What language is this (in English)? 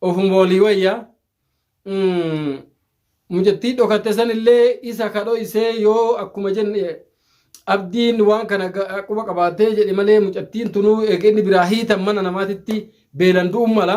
Oromo